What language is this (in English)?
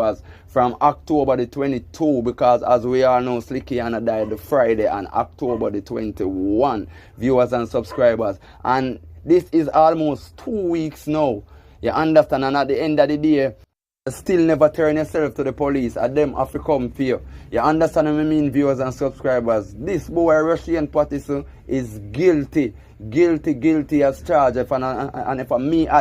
Jamaican Creole English